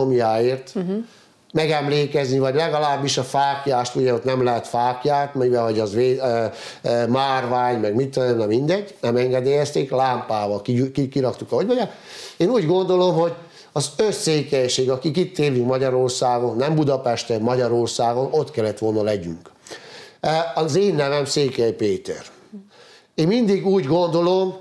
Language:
Hungarian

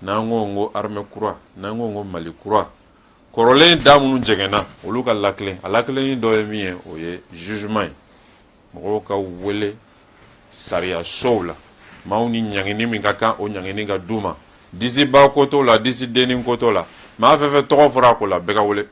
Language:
Bambara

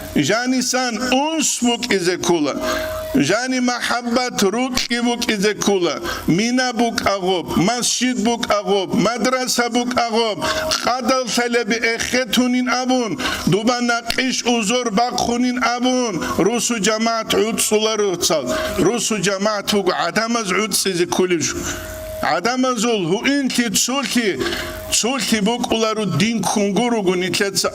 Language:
Avaric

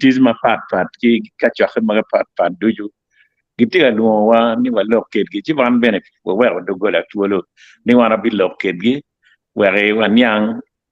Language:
Acoli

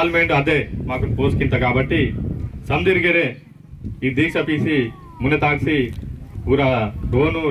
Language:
Aheri Gondi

